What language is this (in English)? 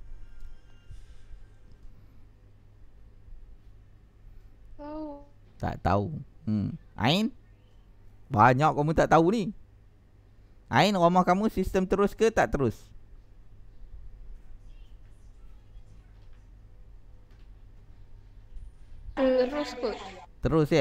Malay